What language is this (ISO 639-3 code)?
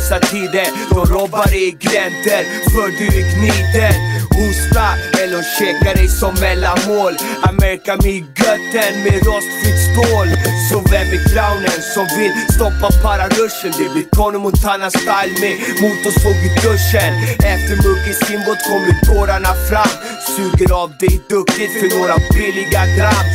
swe